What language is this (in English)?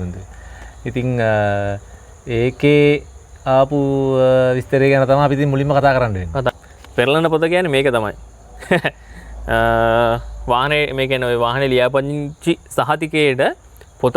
Sinhala